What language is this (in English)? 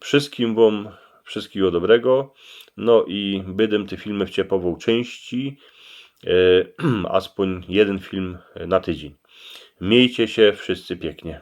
Silesian